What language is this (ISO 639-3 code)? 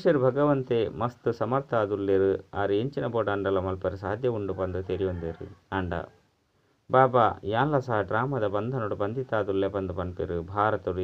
tcy